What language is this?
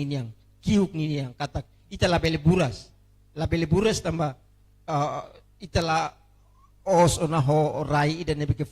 Tetum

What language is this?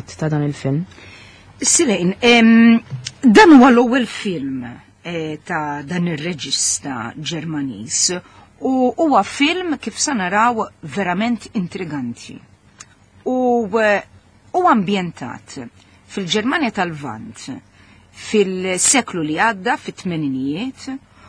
Maltese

